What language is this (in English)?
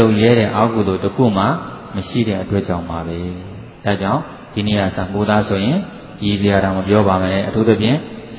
Burmese